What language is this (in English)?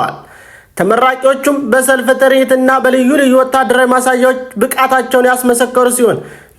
Amharic